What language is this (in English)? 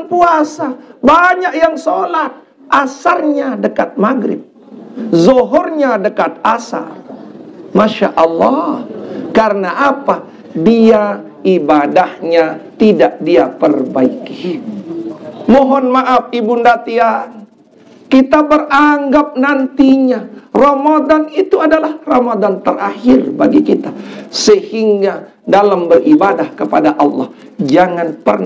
Sasak